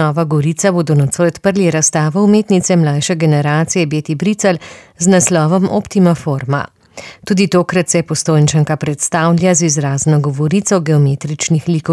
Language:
Slovenian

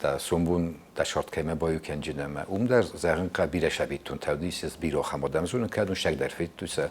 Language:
Ossetic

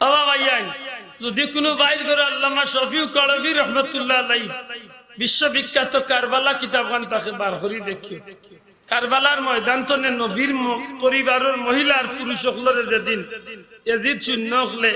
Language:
Sylheti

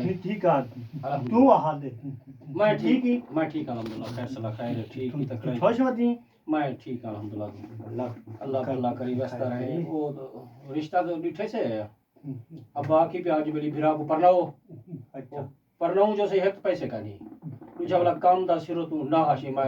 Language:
Saraiki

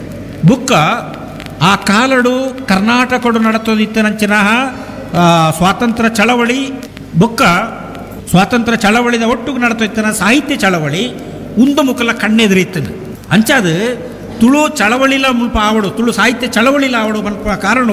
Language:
Tulu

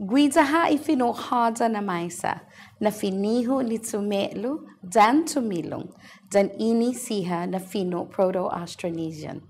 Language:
Chamorro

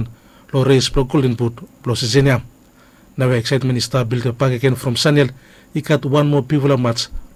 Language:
Bislama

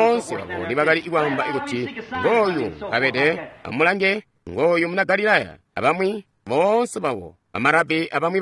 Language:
Tonga (Zambia)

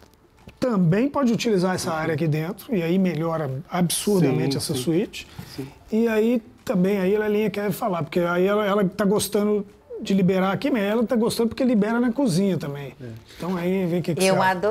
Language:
Portuguese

